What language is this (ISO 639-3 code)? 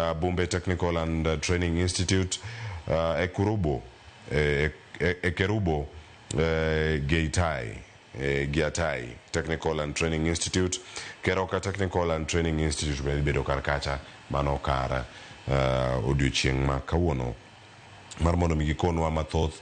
luo